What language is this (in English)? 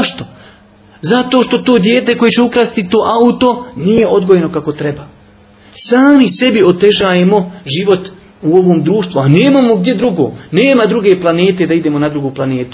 Bosnian